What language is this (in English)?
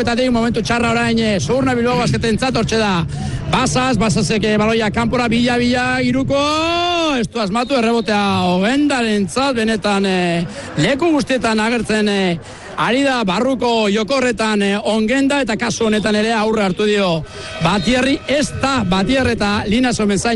Basque